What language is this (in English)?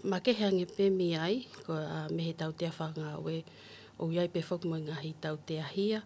Tongan